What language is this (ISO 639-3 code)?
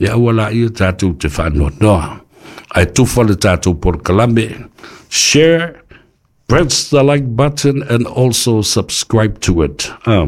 smo